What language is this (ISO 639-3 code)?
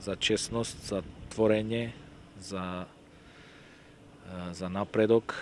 mkd